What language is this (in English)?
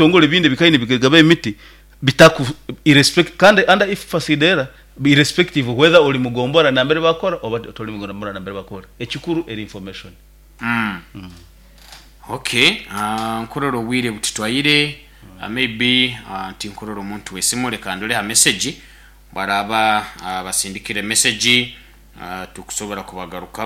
Nyoro